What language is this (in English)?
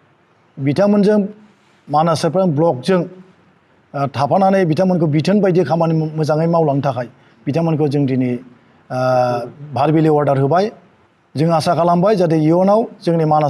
Bodo